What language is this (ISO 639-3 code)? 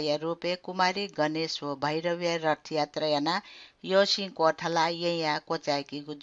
new